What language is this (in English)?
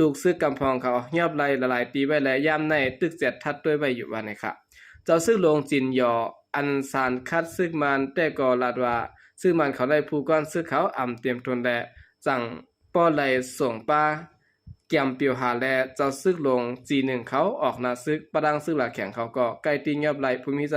Shan